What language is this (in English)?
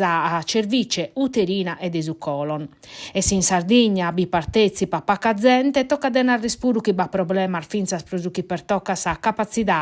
Sardinian